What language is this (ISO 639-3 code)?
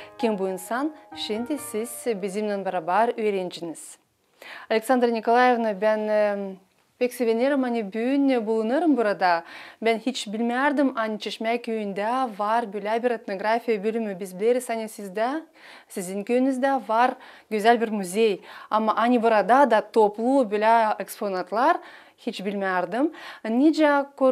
gag